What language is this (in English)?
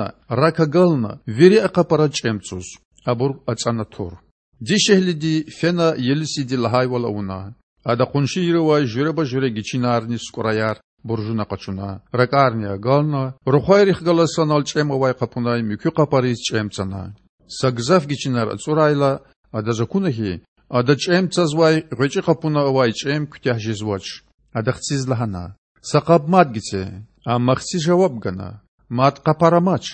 Lezghian